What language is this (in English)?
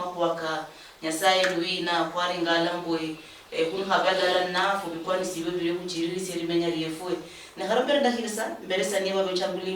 Luyia